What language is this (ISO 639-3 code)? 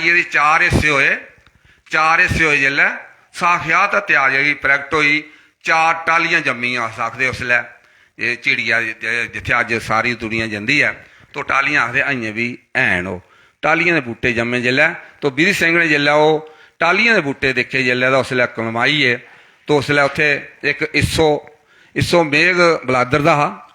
doi